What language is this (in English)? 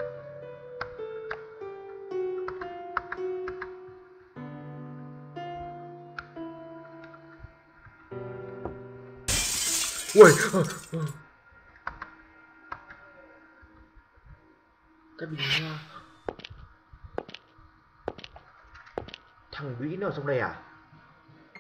Vietnamese